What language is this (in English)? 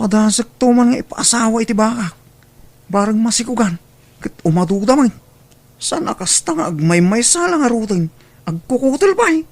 Iloko